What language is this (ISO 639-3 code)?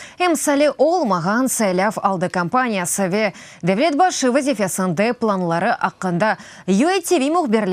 crh